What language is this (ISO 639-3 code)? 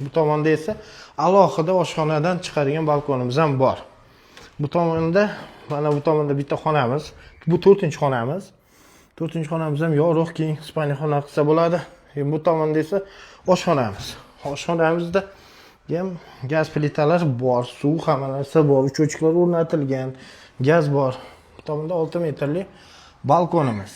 uzb